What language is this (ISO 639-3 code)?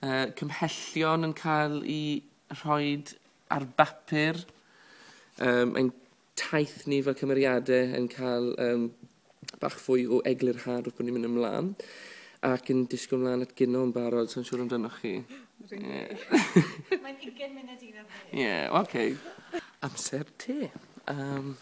cym